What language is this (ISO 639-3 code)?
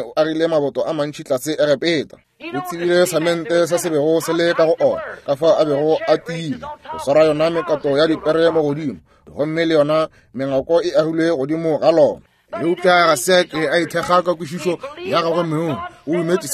nso